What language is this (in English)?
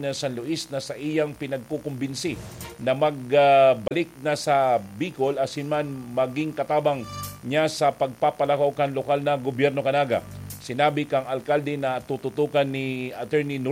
Bikol